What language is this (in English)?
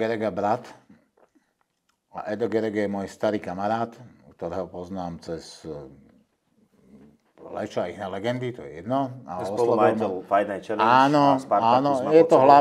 Slovak